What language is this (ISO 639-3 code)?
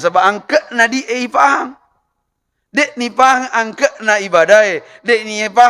bug